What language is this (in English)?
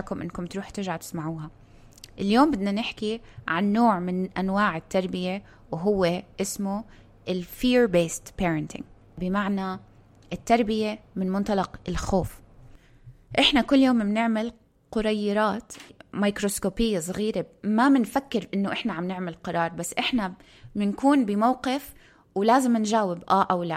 North Levantine Arabic